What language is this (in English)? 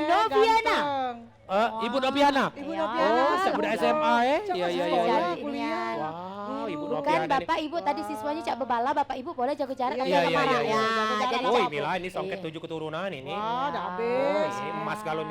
Musi